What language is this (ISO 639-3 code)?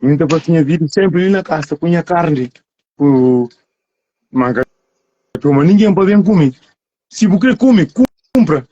kea